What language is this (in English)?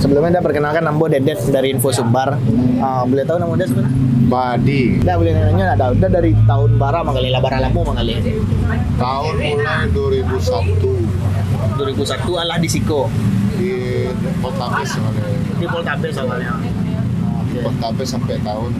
Minangkabau